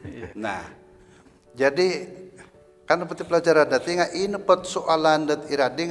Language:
Central Dusun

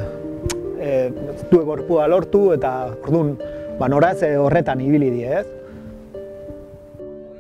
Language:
Basque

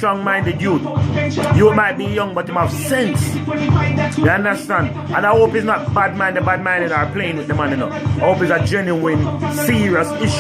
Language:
Jamaican Creole English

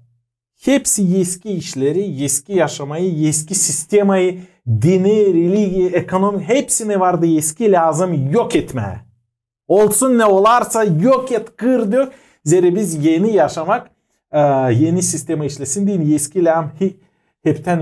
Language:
Gagauz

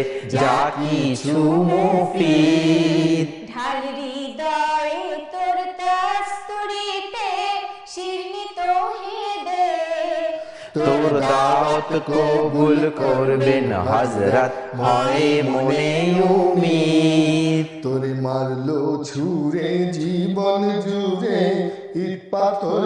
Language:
Bangla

